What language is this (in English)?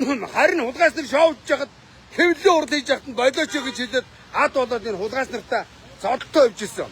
Mongolian